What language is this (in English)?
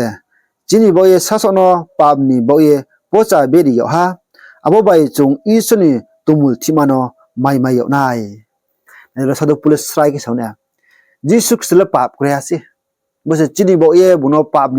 Riang (India)